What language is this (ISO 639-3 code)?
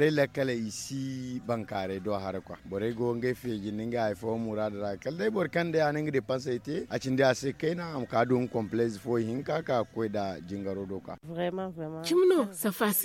dje